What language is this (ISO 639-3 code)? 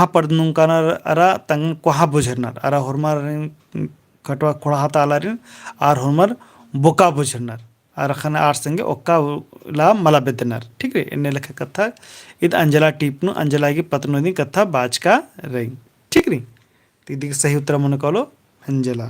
kru